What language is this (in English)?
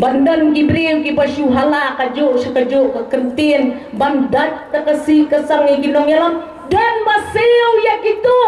Khasi